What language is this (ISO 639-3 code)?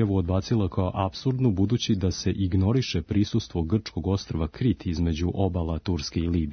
srp